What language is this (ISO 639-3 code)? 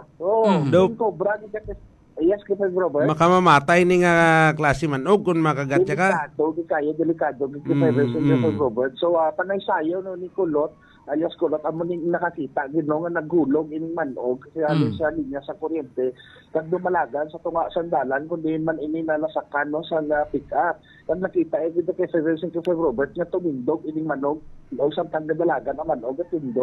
hil